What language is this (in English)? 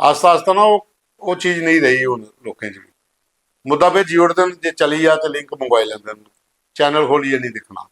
Dogri